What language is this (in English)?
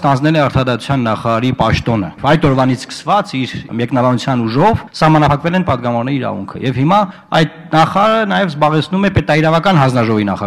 Armenian